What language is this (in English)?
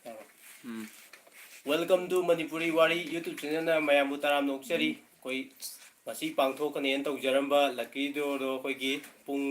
Manipuri